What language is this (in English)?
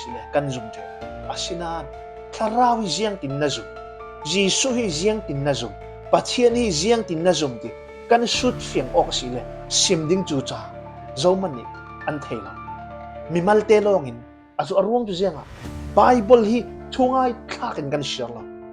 Falam Chin